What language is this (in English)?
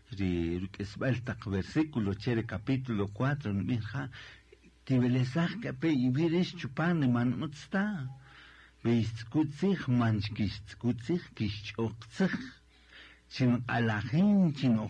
Kaqchikel